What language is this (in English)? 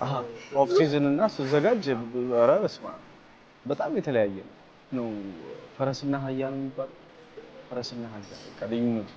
Amharic